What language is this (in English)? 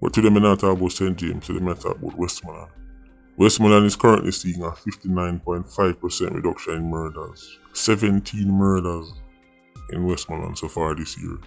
Jamaican Creole English